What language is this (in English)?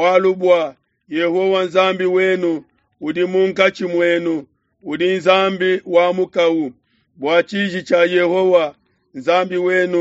Luba-Lulua